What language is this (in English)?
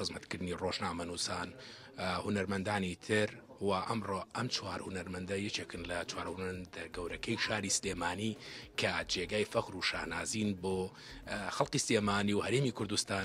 Central Kurdish